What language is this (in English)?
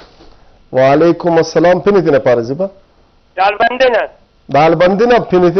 Brahui